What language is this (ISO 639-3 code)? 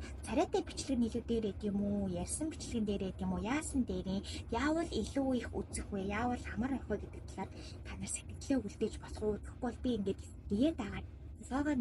mon